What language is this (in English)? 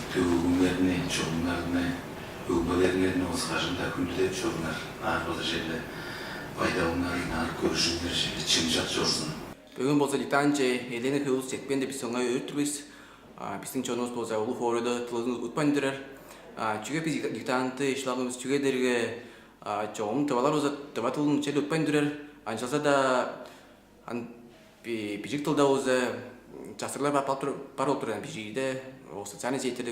Tuvinian